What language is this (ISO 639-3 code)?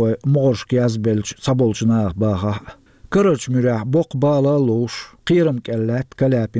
che